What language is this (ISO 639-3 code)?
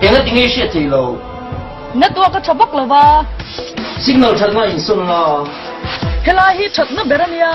lus